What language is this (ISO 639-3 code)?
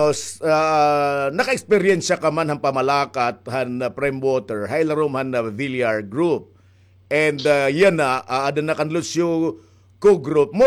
war